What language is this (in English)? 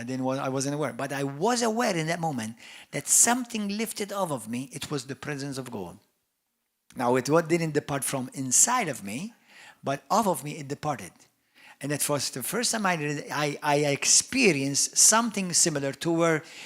English